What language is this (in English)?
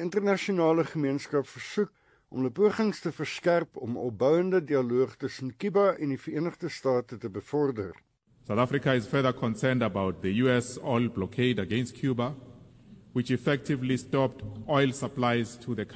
Afrikaans